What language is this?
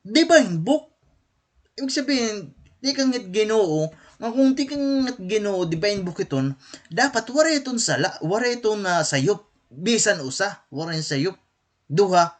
Waray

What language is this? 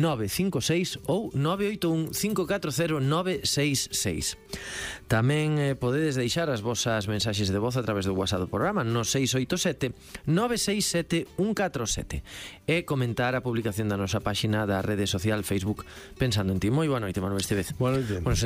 Galician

